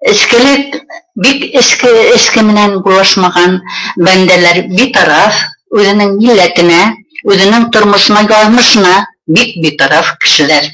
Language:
Bashkir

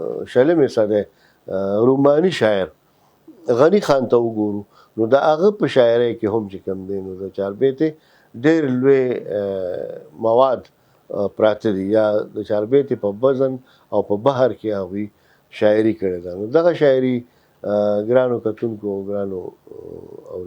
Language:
Pashto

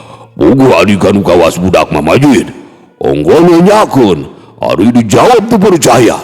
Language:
Sundanese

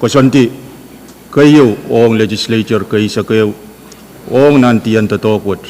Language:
Pohnpeian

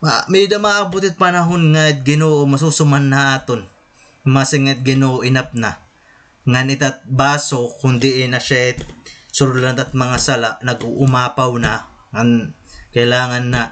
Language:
Waray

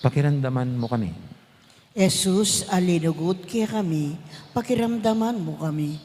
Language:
Pampanga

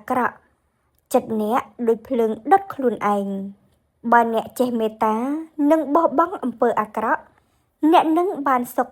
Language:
Khmer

